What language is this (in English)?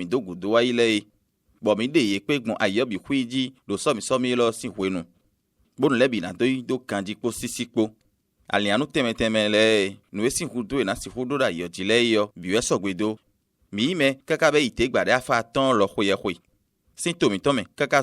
Fon